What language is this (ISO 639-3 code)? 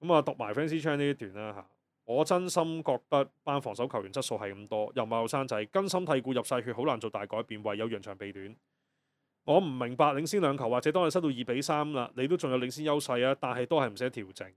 yue